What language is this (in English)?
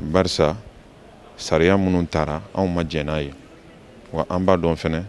Bambara